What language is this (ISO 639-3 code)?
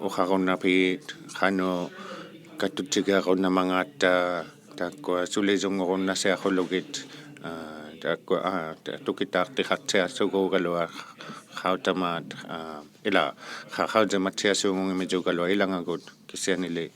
iku